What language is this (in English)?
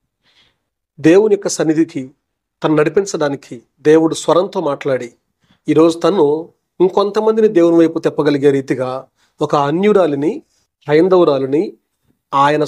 Telugu